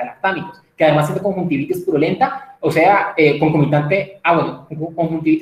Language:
Spanish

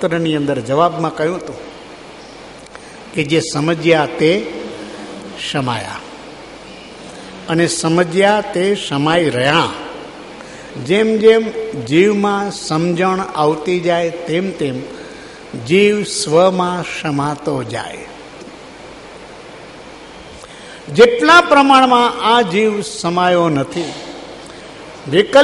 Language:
Gujarati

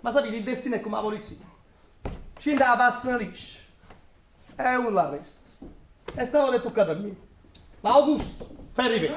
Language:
Neapolitan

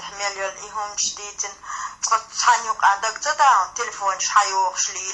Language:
Chechen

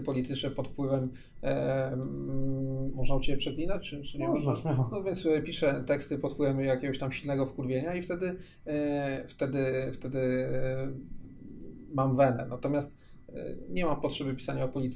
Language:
Polish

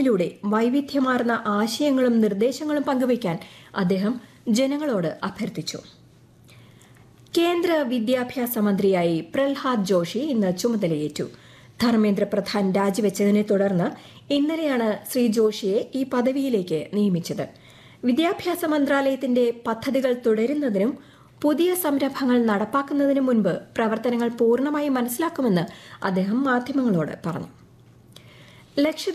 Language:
Malayalam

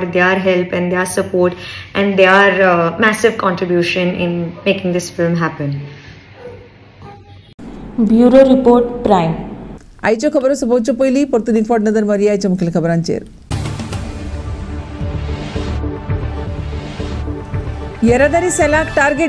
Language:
Konkani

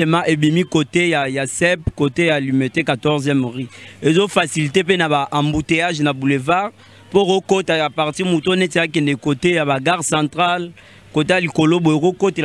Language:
Lingala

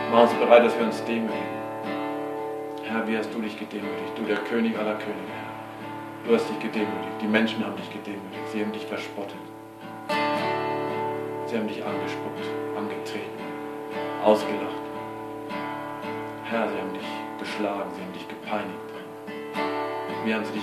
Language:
German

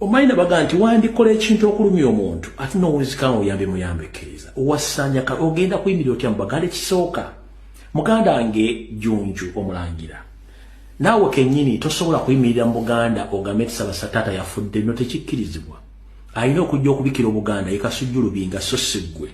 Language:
Ganda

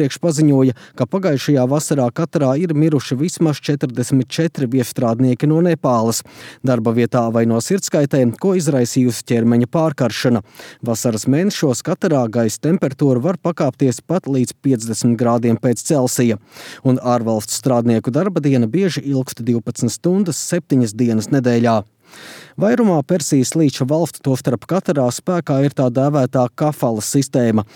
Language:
Latvian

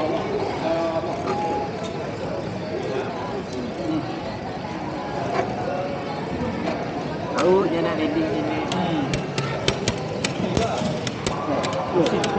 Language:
Malay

